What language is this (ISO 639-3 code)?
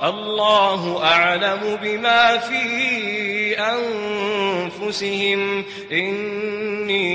mrw